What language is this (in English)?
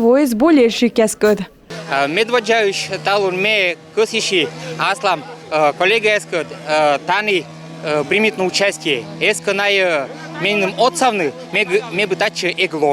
Komi